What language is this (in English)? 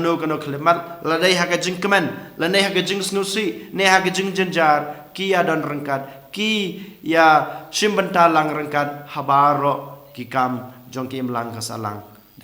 Khasi